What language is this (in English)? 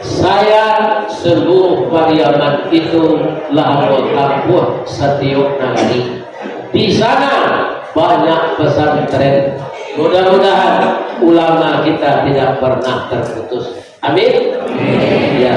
Minangkabau